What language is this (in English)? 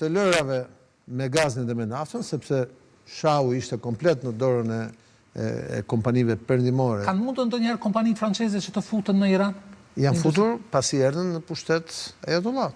Albanian